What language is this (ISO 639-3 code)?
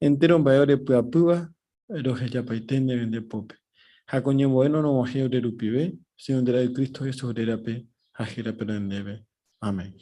grn